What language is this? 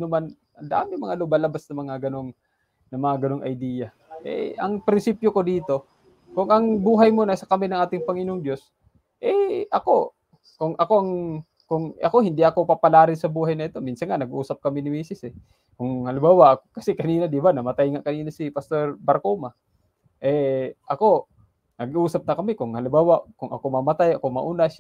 Filipino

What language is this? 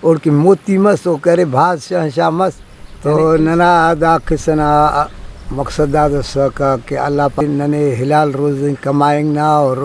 Brahui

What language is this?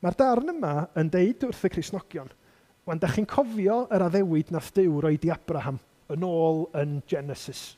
Welsh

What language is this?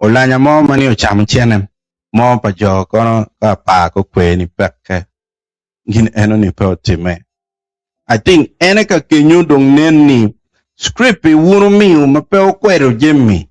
Acoli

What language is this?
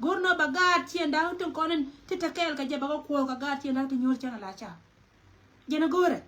Nuer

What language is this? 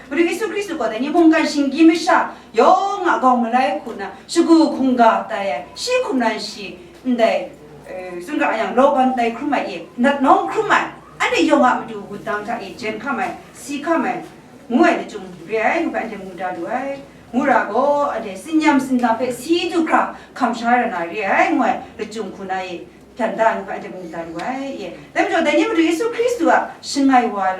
Kachin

